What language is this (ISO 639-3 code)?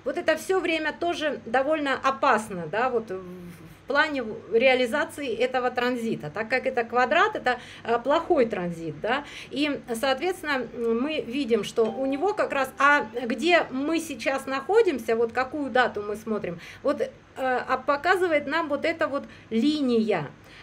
rus